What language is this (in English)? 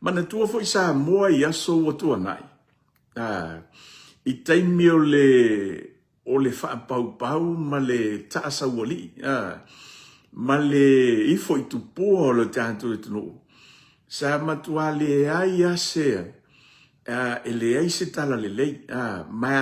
Samoan